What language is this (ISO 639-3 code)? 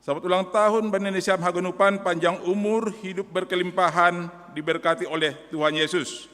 bts